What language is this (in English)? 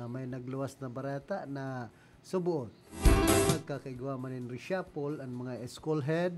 Bikol